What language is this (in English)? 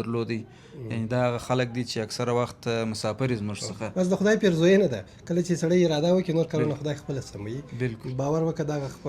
Pashto